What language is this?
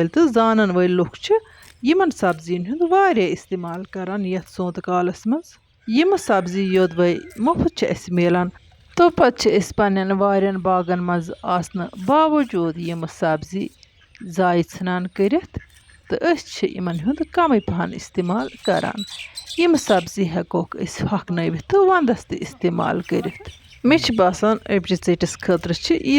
Kashmiri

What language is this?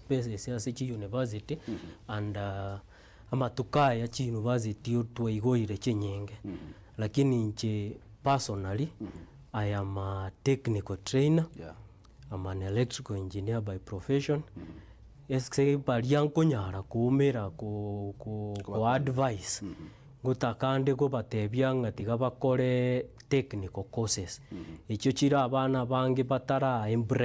Gusii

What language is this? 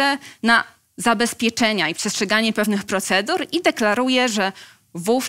Polish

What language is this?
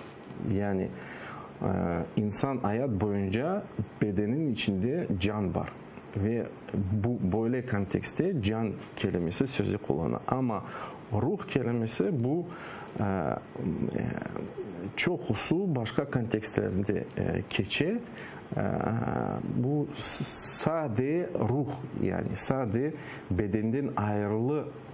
Crimean Tatar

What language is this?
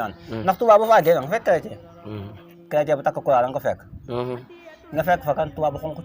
Wolof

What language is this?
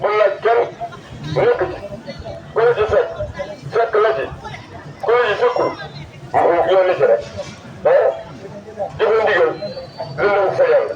Wolof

